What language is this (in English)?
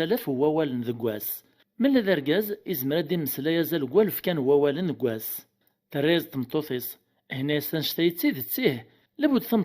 Kabyle